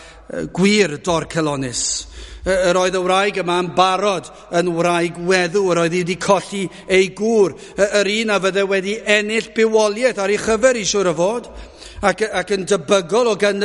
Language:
Welsh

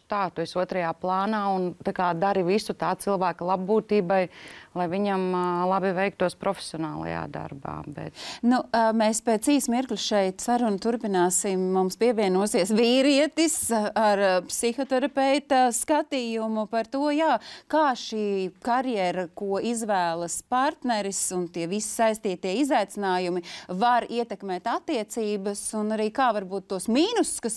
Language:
Latvian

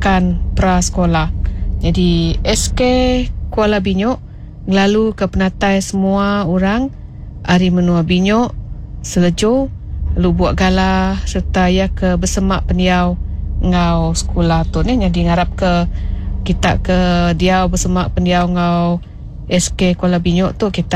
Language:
Iban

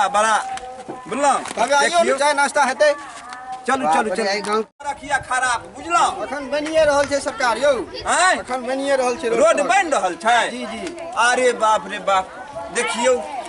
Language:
Maithili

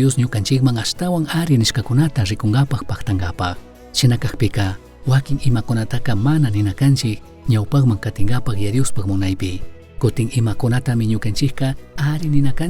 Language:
Chimborazo Highland Quichua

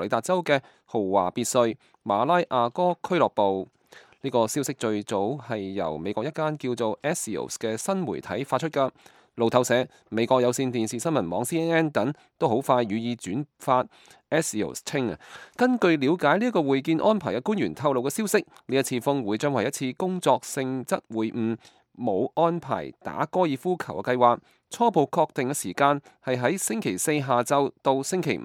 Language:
Cantonese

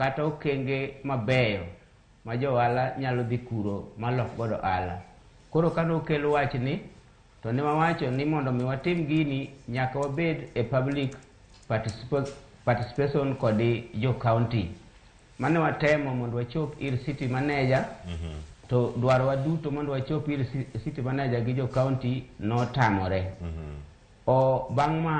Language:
Luo (Kenya and Tanzania)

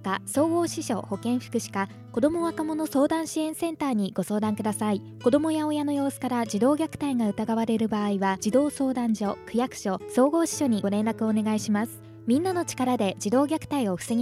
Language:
Japanese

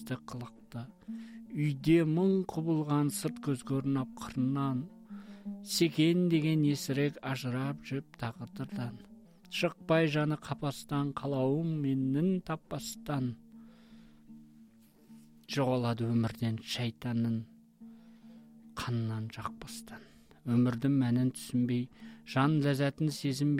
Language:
Kazakh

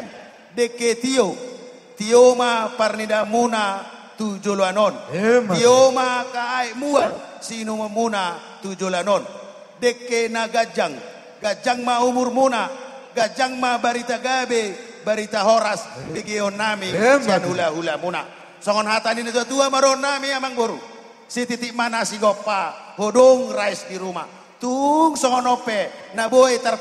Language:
Batak Toba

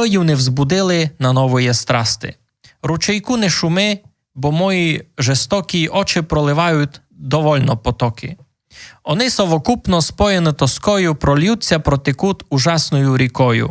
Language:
Rusyn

